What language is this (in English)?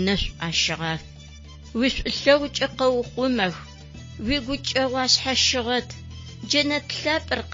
Adyghe